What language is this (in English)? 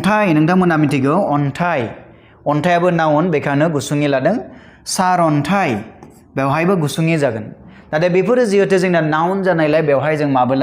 Bodo